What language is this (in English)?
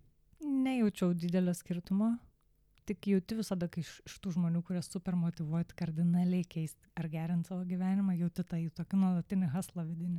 Lithuanian